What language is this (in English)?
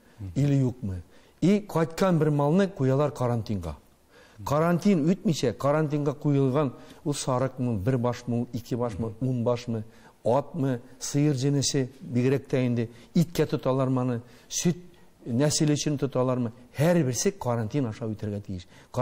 Tatar